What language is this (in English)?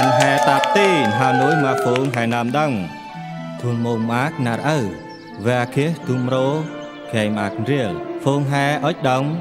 Central Mnong